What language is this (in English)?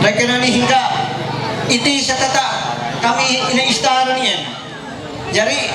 Ma'anyan